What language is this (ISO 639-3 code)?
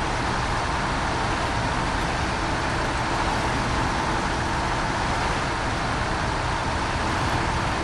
rus